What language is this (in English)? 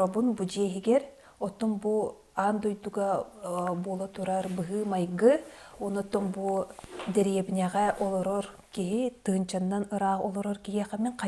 Yakut